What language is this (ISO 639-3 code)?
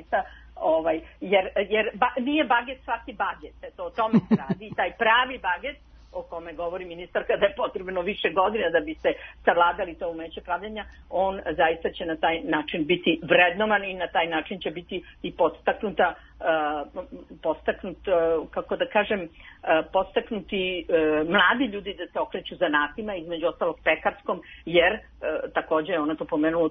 srp